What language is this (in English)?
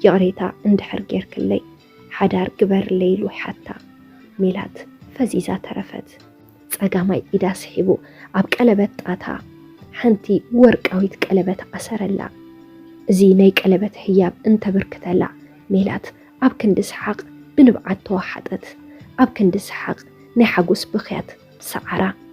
Tigrinya